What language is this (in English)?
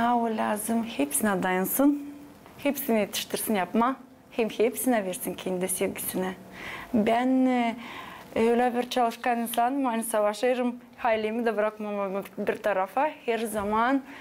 Gagauz